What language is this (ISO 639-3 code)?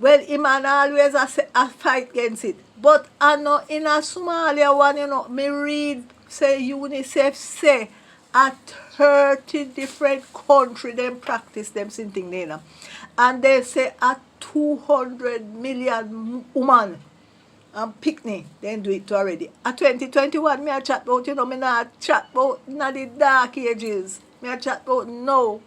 jam